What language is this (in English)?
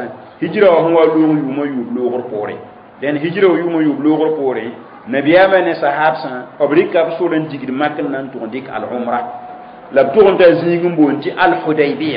Mossi